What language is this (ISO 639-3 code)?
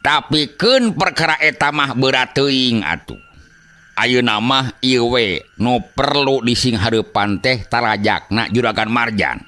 sun